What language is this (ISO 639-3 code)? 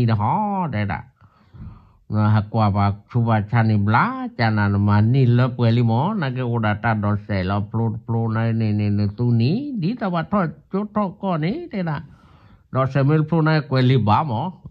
ksw